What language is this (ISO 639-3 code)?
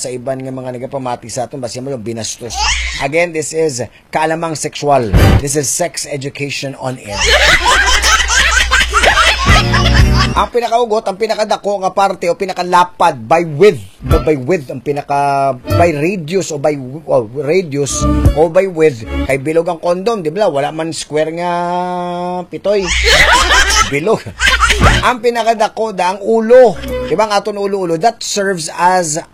hil